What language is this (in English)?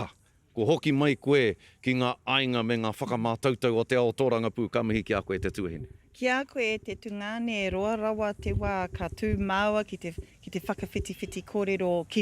Māori